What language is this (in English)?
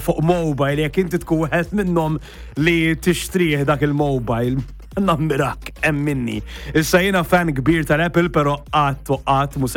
Maltese